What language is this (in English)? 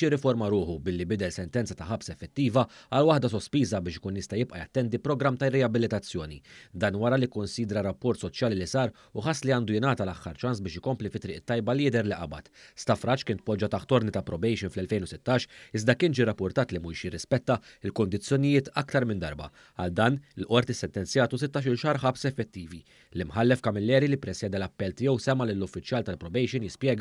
Maltese